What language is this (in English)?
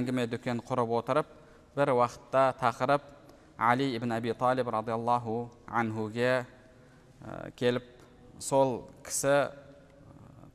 Kazakh